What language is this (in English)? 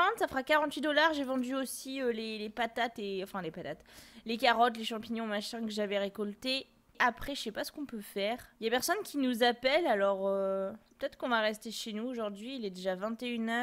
French